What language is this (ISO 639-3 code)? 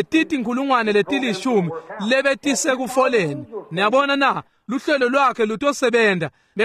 ssw